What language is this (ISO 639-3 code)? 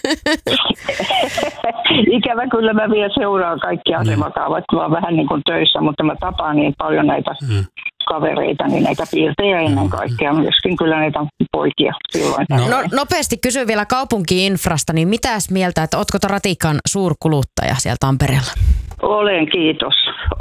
fin